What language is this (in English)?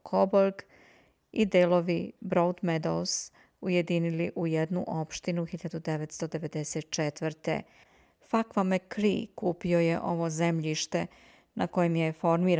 Serbian